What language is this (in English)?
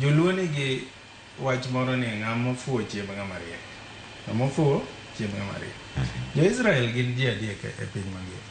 Luo (Kenya and Tanzania)